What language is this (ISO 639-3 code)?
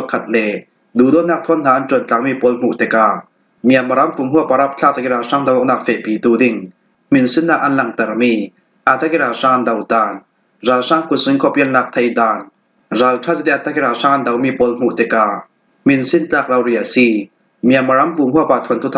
cfm